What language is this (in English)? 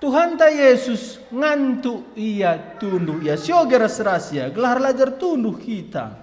Batak Karo